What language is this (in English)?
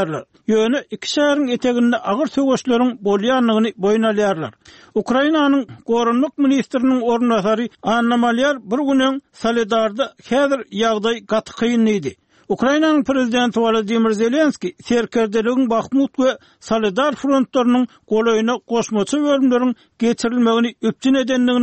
Turkmen